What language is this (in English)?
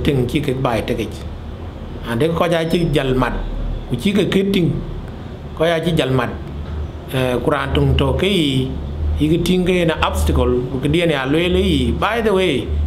Dinka